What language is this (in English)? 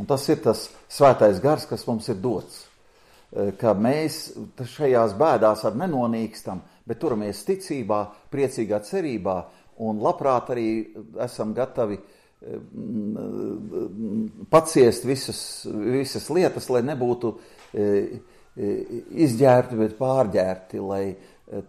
Latvian